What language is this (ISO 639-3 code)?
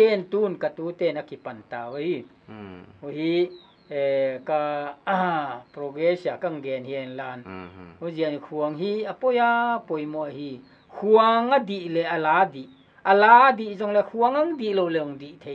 pck